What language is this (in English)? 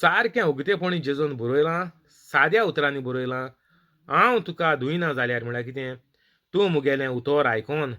Konkani